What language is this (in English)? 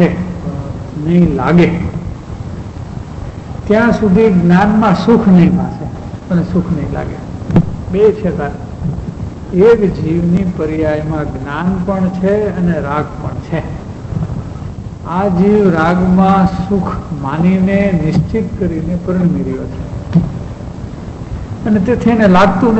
Gujarati